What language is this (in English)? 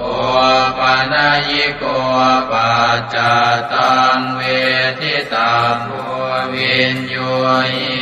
Pali